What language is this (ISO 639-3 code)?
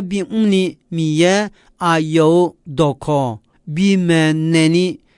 ahk